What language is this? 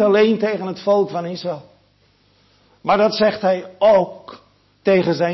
Dutch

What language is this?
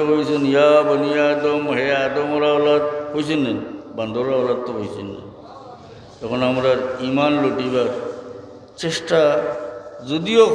Sylheti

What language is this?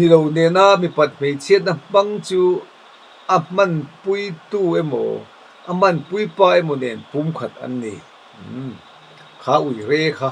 Mizo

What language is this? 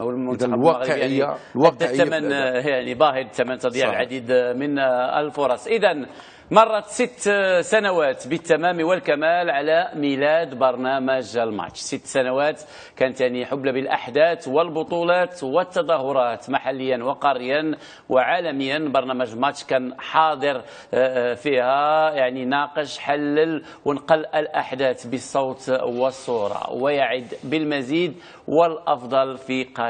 Arabic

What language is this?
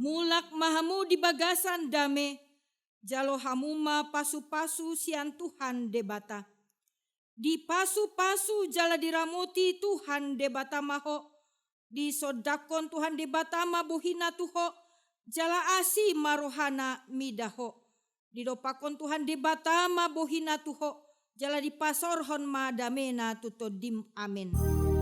Batak Toba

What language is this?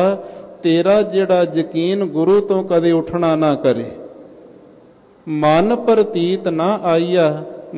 Punjabi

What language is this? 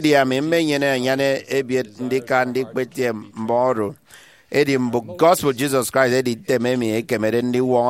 Efik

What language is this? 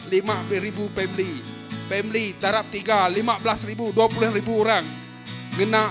Iban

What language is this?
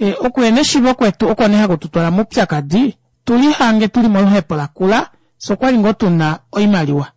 Kuanyama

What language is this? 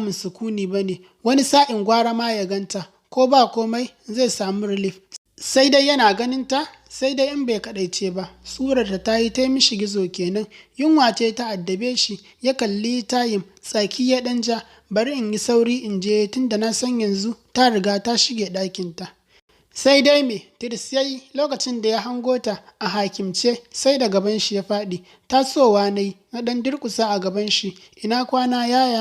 Hausa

